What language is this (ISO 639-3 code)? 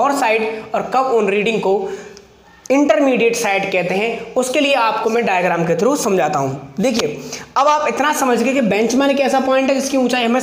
hin